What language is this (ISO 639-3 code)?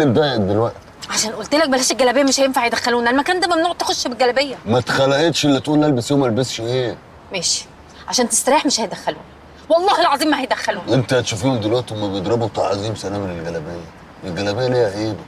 arz